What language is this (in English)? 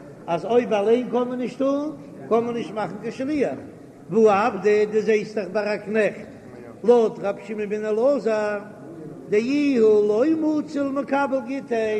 Yiddish